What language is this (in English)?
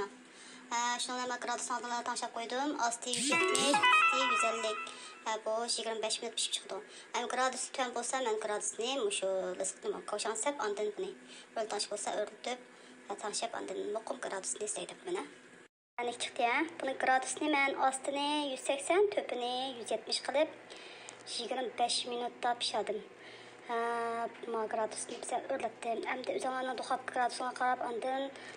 Uyghur